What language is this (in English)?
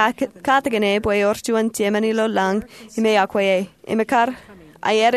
Marshallese